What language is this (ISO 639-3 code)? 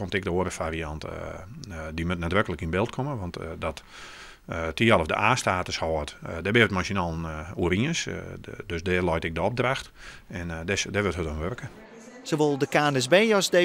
fry